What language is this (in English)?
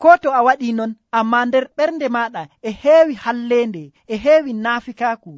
Nigerian Fulfulde